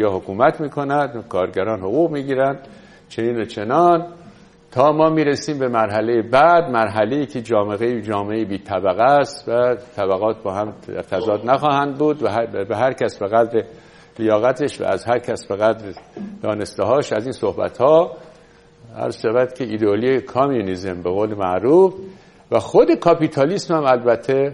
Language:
Persian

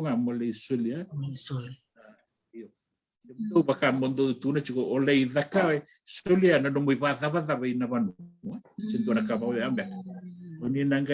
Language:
Fijian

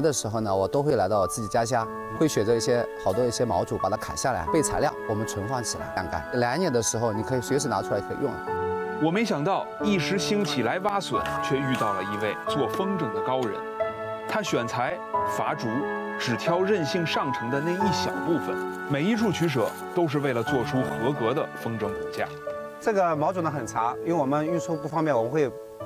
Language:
Chinese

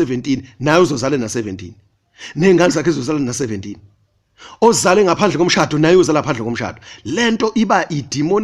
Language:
Zulu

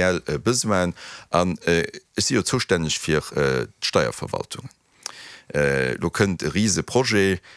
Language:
Luxembourgish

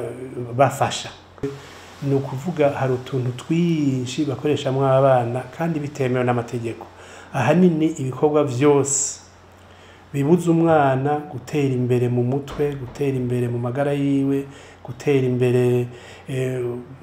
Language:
Rundi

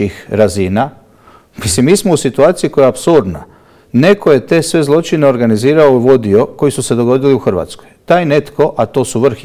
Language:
Croatian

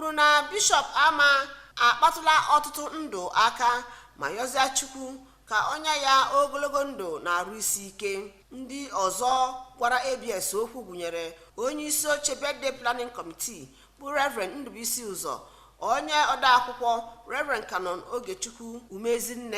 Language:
Igbo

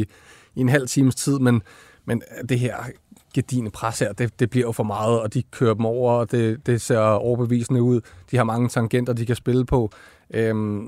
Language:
Danish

